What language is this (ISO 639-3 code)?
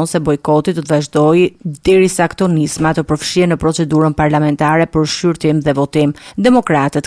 sqi